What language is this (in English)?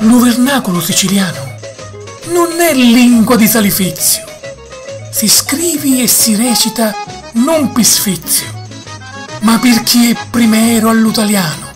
Sicilian